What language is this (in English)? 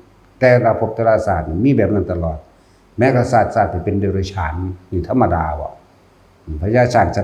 Northeastern Thai